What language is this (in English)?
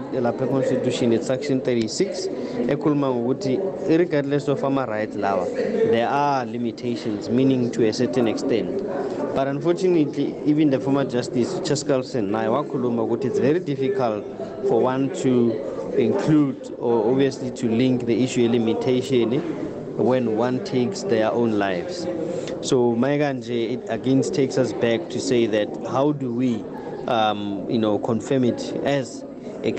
South Ndebele